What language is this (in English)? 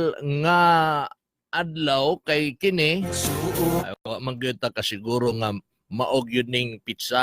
Cebuano